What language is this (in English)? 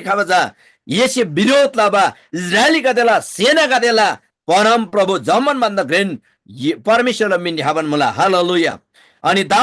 Eastern Tamang